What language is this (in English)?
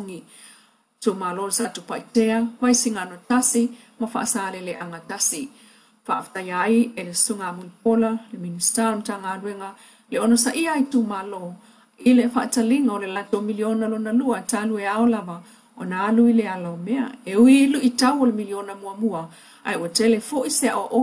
Samoan